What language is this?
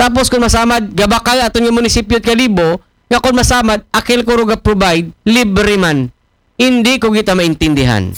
Aklanon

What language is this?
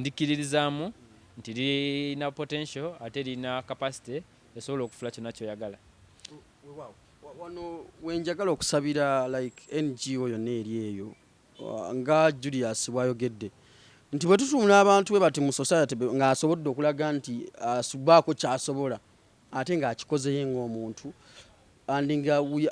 Ganda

